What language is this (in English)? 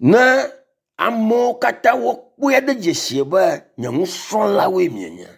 Ewe